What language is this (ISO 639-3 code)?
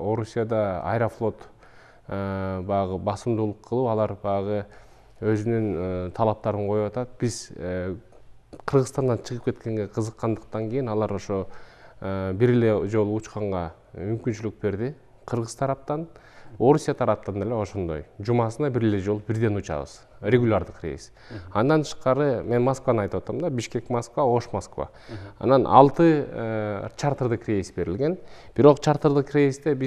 kir